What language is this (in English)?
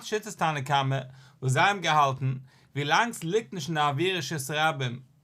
Yiddish